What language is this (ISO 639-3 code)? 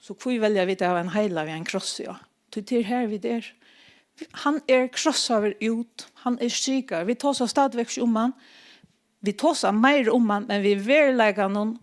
fao